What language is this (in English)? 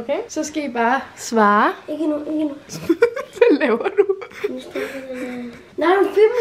Danish